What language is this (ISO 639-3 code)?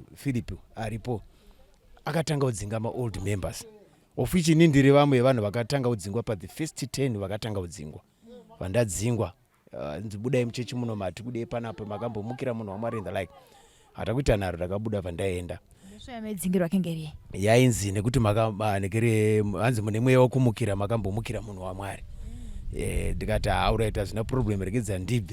sna